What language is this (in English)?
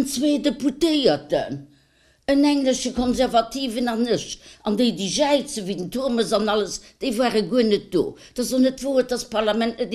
Luxembourgish